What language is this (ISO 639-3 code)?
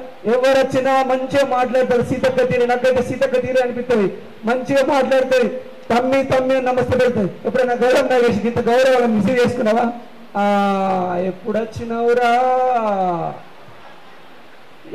tel